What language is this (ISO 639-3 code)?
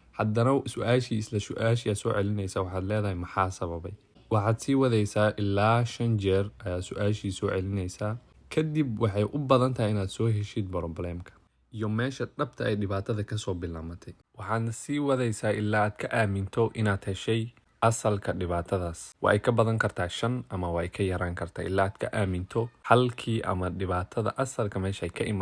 som